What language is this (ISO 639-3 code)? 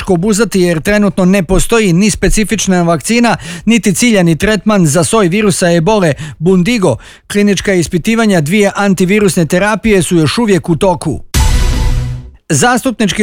bos